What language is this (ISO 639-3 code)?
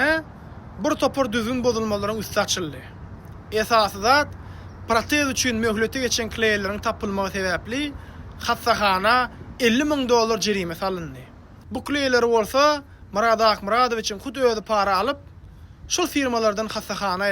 tuk